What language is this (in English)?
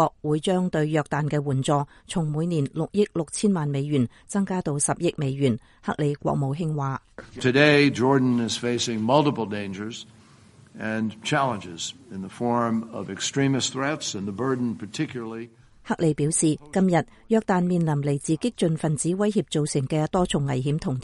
Cantonese